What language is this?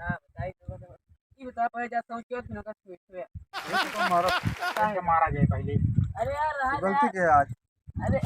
Awadhi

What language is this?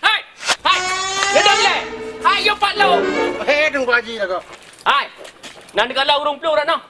Achinese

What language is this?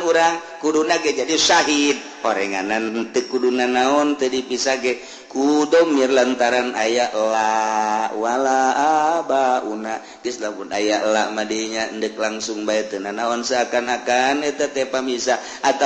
Sundanese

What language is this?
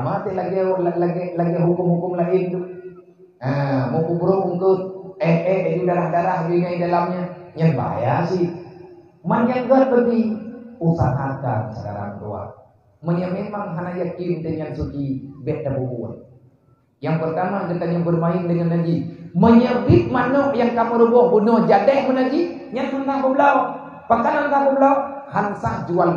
Achinese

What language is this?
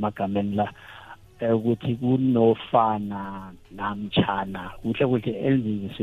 South Ndebele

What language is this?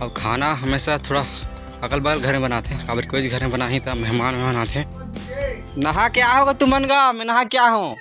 Chhattisgarhi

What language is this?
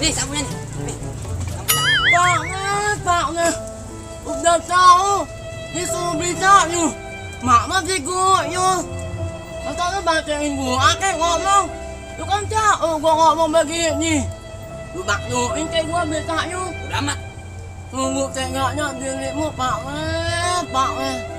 Betawi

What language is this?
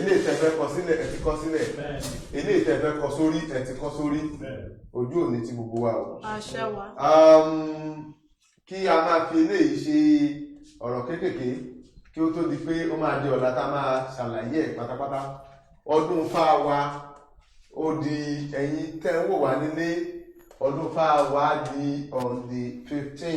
Yoruba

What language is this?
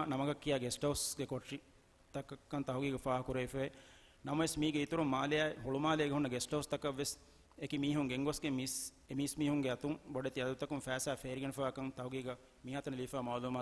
Divehi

